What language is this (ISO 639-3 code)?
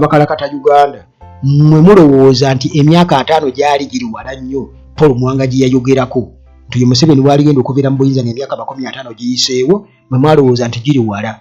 lug